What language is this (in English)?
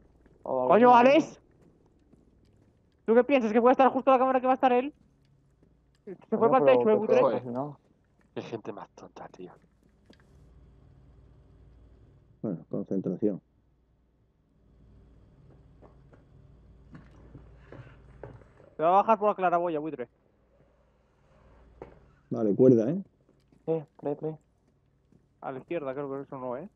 Spanish